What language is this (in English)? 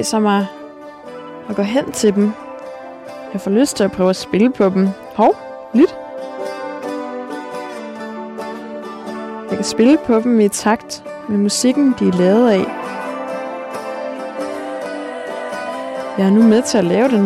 Danish